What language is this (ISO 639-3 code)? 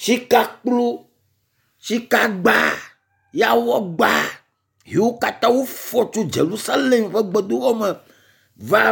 ewe